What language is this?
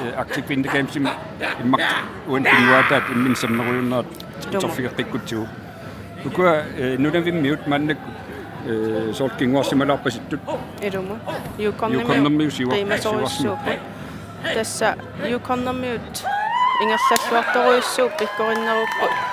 Kalaallisut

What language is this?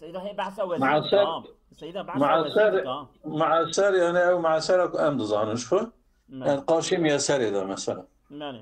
Kurdish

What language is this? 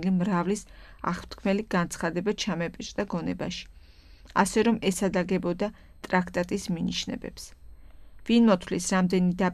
Georgian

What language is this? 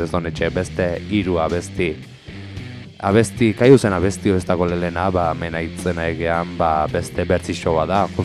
Basque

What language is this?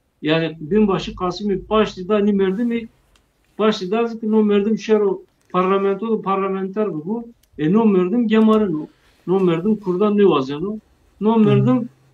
Zaza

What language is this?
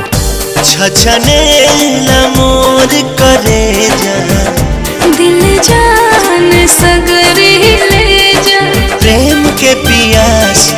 Bhojpuri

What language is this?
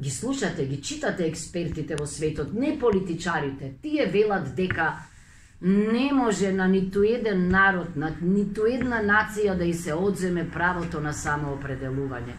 Macedonian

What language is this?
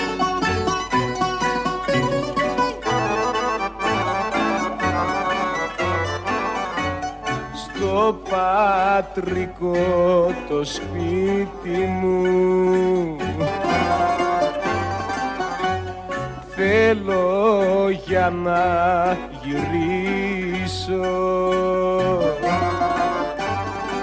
Greek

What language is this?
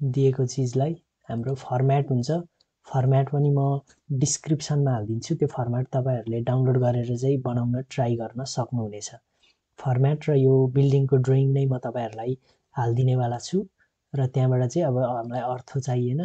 Nepali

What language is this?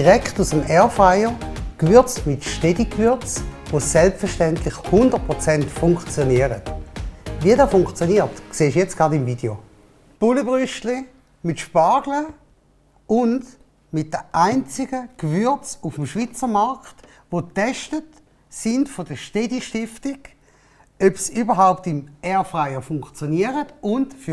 Swiss German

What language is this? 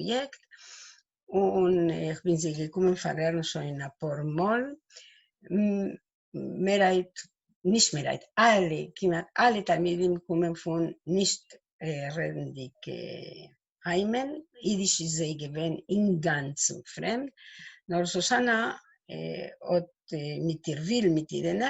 Yiddish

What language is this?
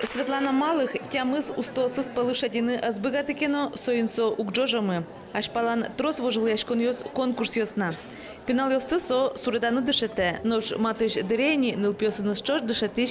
Udmurt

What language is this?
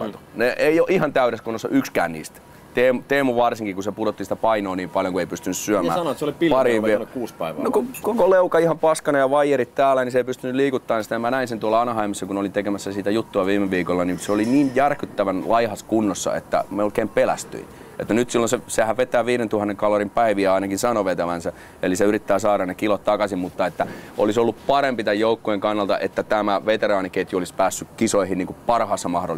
Finnish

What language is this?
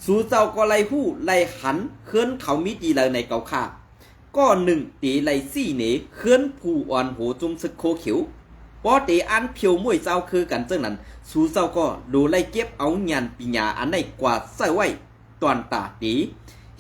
Shan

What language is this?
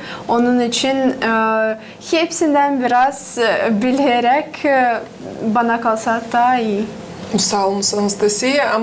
Gagauz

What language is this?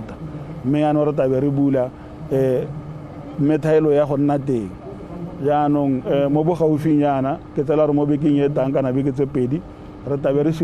Tswana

